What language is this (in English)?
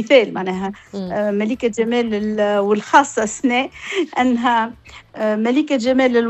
Tunisian Arabic